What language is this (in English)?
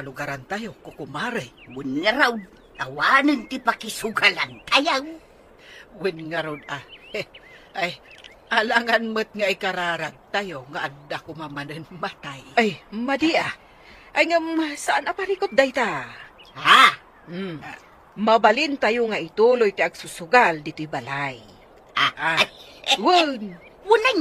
Iloko